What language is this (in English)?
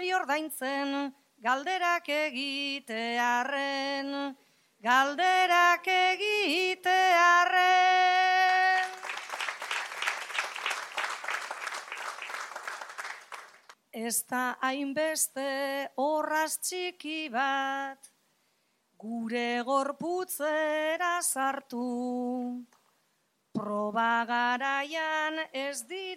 Basque